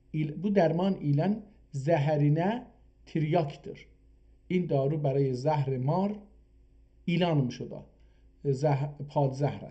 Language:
South Azerbaijani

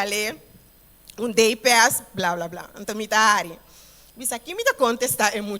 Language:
Papiamento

